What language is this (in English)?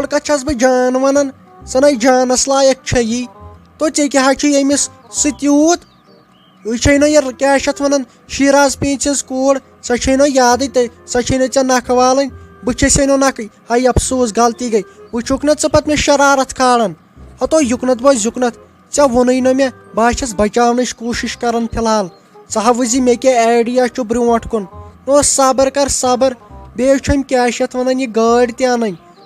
Kashmiri